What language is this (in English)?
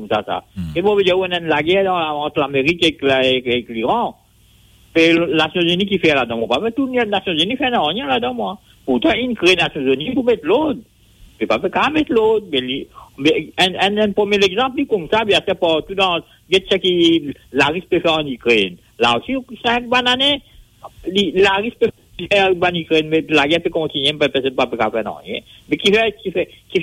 Morisyen